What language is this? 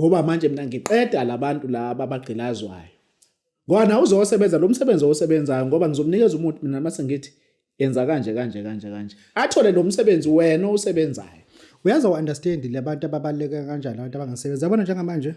Zulu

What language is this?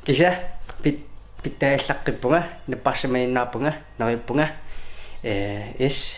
Kalaallisut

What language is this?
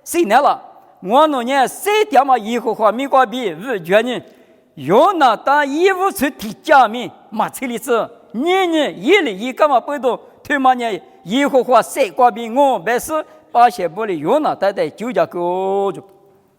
Lisu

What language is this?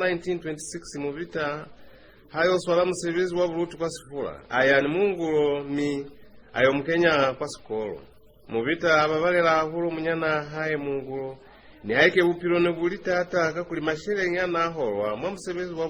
Lozi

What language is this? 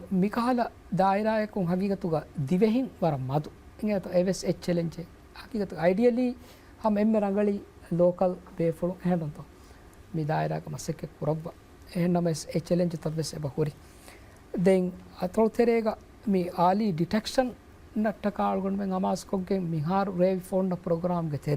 Divehi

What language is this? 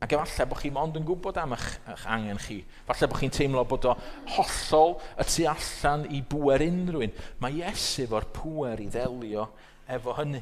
Welsh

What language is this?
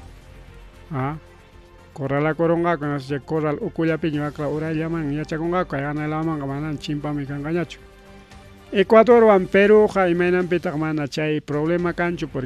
Ayacucho Quechua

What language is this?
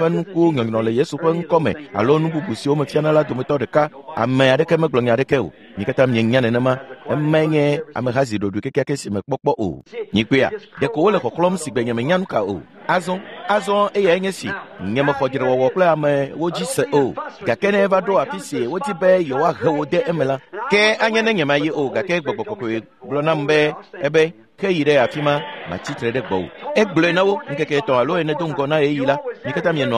Ewe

